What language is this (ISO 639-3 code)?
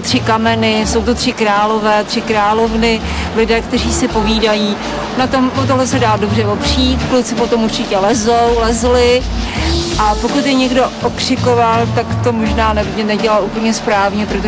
ces